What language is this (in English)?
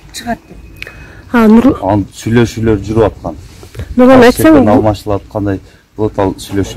Kyrgyz